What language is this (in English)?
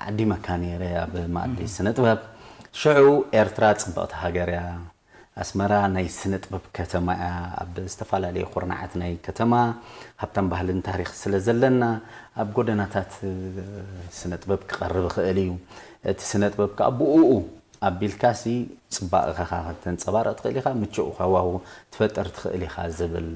Tigrinya